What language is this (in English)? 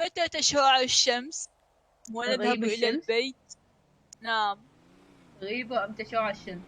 Mesopotamian Arabic